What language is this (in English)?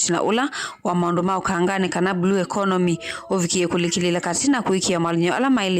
Kamba